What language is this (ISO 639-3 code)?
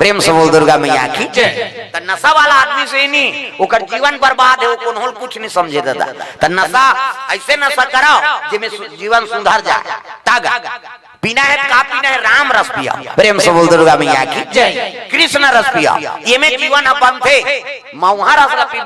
hne